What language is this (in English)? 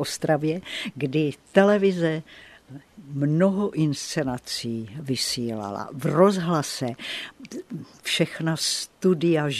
Czech